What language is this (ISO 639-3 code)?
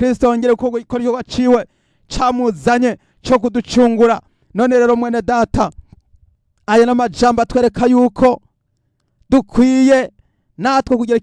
run